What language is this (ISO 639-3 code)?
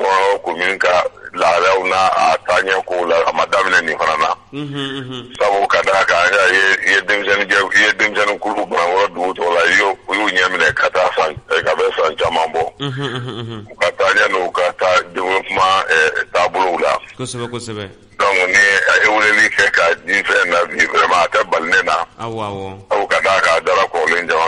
bam